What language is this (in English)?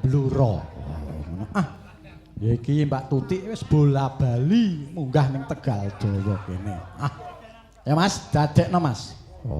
Javanese